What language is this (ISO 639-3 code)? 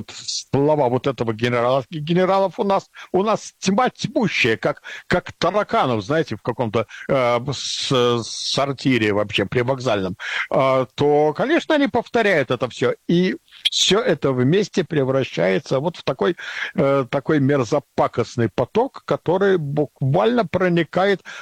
rus